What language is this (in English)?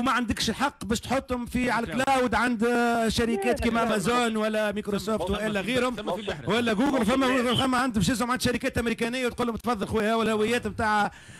Tunisian Arabic